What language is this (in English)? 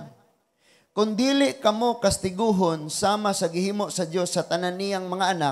Cebuano